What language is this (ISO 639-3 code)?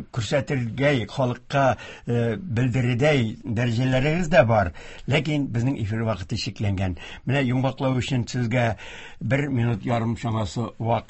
tat